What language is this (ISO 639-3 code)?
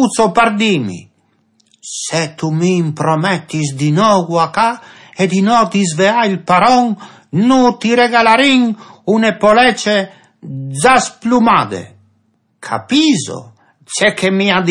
fur